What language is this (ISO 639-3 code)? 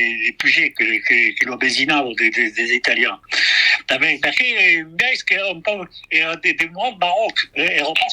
oci